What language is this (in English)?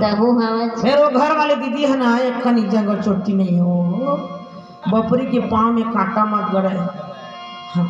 Chhattisgarhi